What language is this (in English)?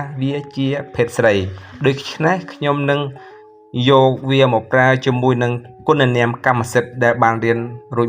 Khmer